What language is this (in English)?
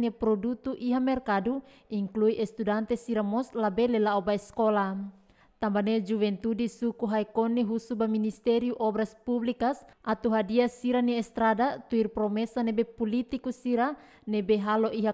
Tetum